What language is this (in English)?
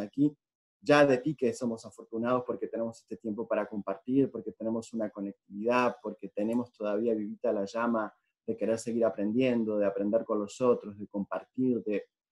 Spanish